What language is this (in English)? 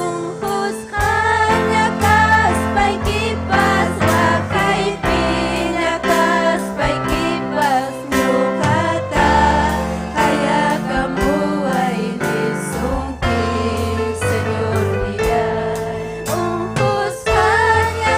Ayacucho Quechua